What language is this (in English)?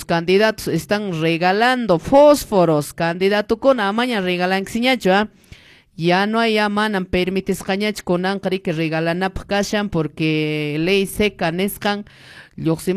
Quechua